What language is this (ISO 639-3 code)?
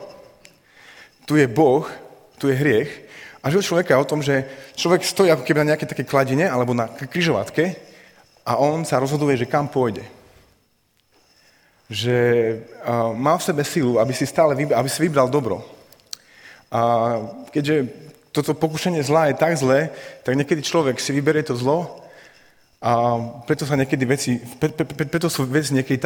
slk